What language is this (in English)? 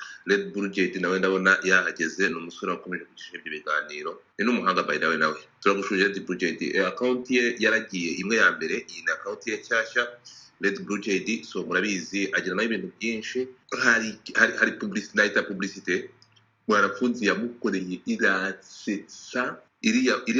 Kinyarwanda